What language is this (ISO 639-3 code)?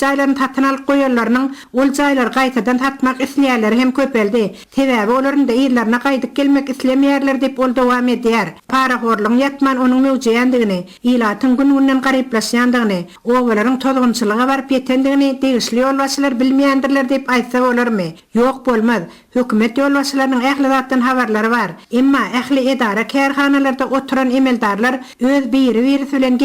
tuk